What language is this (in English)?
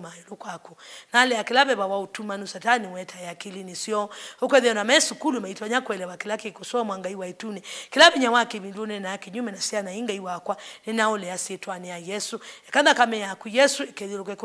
Kamba